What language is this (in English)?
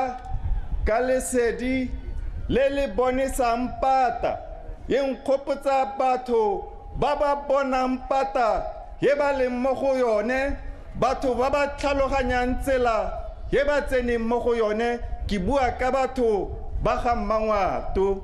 Tswana